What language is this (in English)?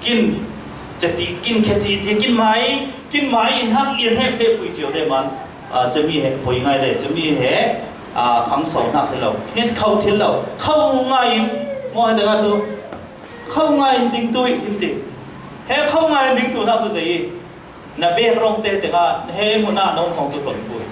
Falam Chin